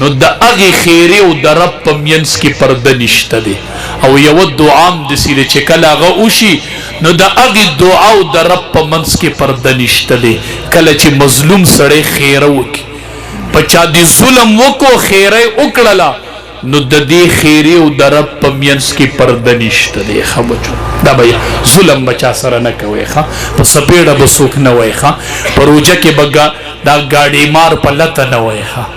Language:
Pashto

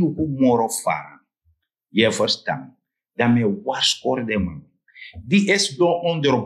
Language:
Sranan Tongo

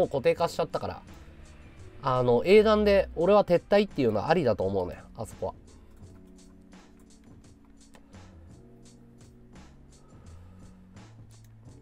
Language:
Japanese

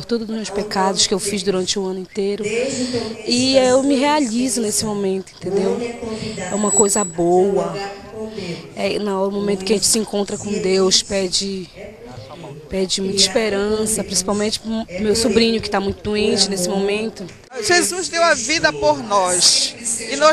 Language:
Portuguese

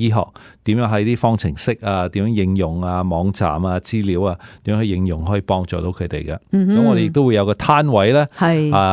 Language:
Cantonese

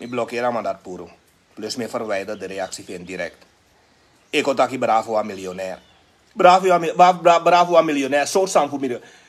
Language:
Sranan Tongo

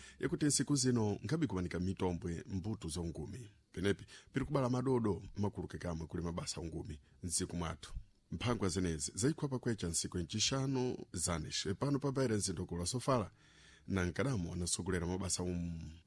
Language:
Sena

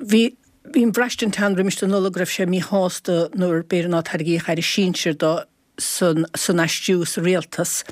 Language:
Irish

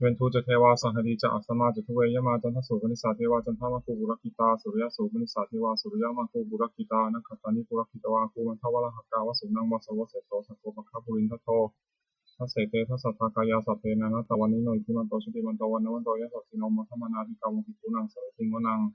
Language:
Pali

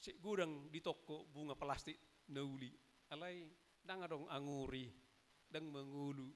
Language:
Batak Toba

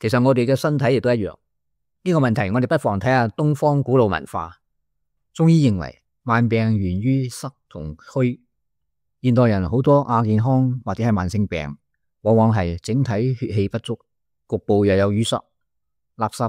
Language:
Cantonese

